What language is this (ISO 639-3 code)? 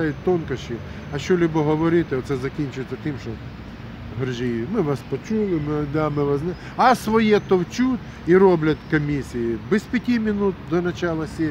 ukr